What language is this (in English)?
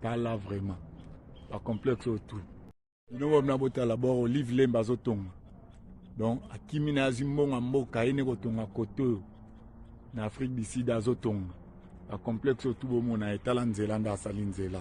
Lingala